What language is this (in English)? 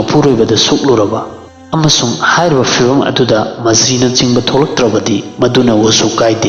Manipuri